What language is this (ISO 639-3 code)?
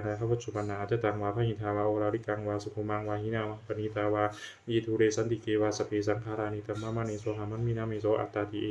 pli